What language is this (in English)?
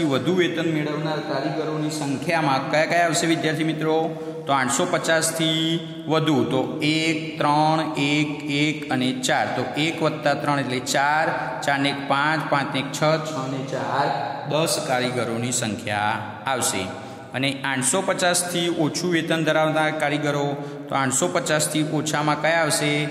Gujarati